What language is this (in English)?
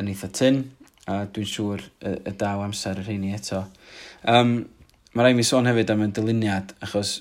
Welsh